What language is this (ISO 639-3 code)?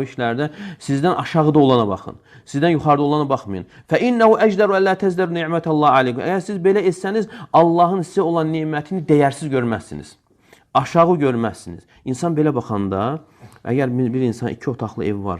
aze